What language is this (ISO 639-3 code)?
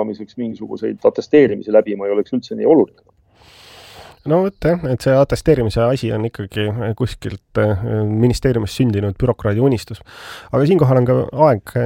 est